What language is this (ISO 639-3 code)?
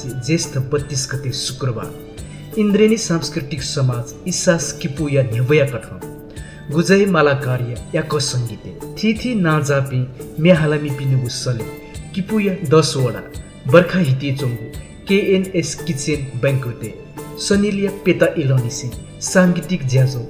new